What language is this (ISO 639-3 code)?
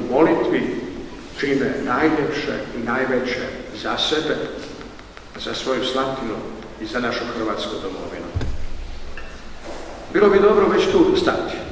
hrv